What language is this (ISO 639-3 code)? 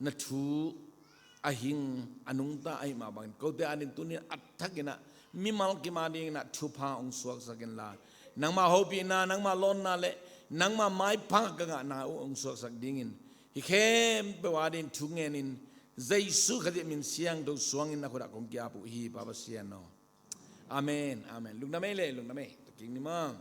ctd